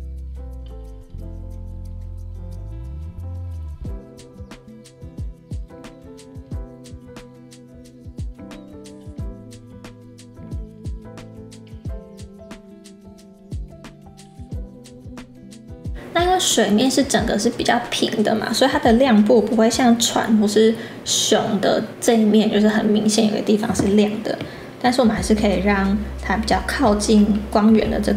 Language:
Chinese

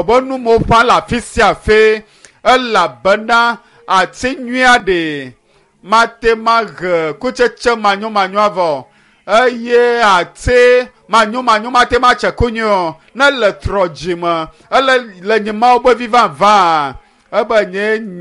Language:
Ewe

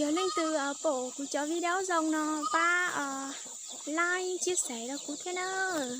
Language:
Hmong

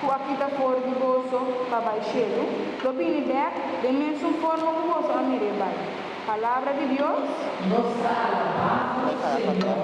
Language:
Papiamento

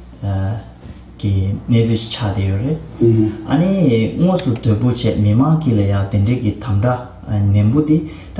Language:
Tibetan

